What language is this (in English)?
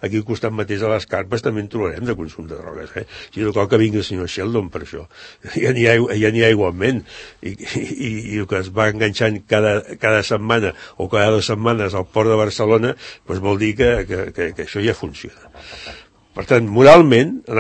Catalan